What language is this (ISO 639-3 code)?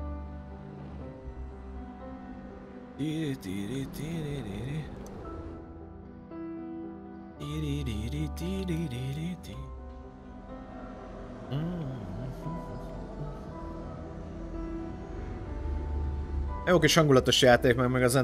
hun